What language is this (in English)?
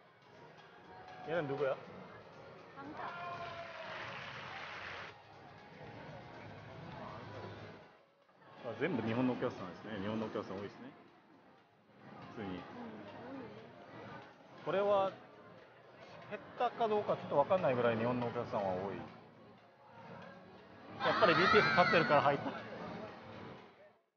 Japanese